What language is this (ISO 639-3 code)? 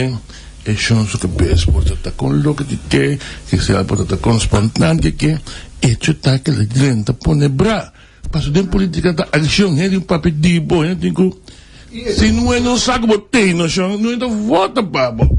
pap